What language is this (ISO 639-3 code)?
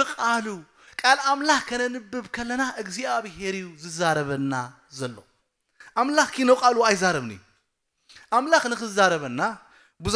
tir